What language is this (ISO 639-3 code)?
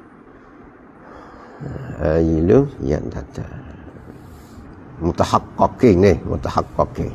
msa